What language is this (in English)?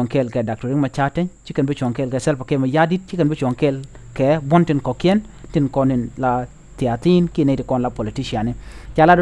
Nuer